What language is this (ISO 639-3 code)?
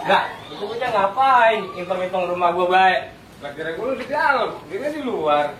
bew